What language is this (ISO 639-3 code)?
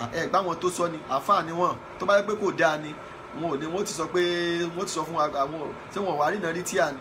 yor